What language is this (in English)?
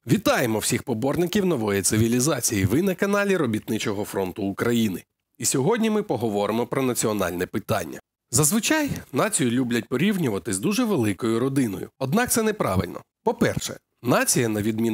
Ukrainian